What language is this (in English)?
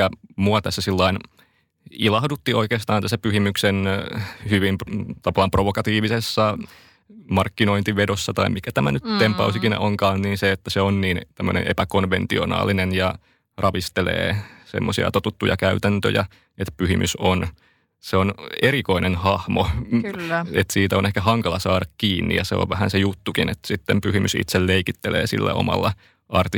Finnish